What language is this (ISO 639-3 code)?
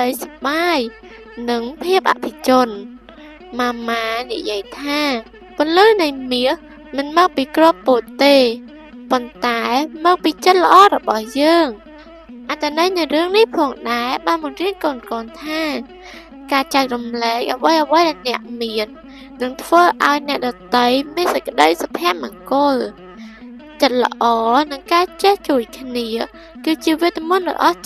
khm